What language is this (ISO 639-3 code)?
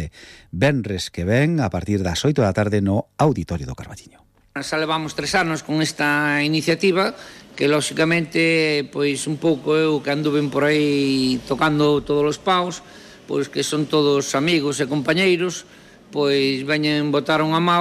glg